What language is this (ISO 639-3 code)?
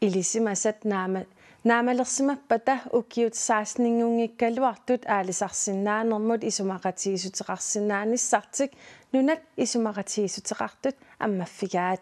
kal